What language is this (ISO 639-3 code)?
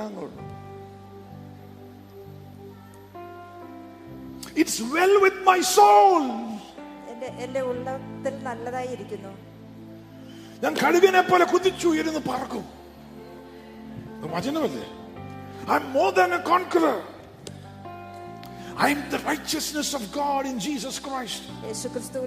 mal